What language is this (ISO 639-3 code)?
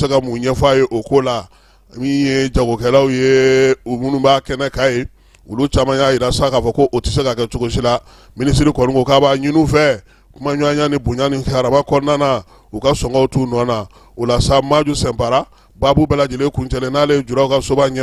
bam